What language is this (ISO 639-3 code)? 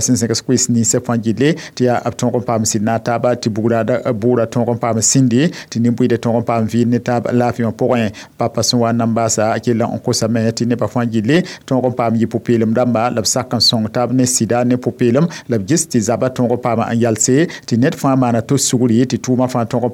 mos